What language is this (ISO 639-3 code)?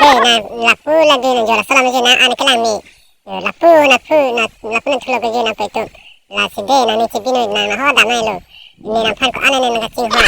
mjw